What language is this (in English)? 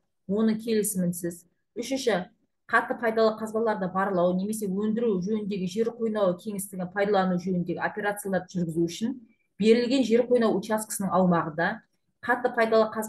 Kazakh